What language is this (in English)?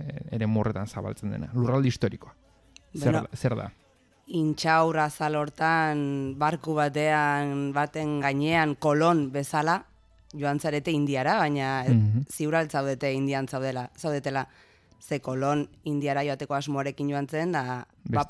Basque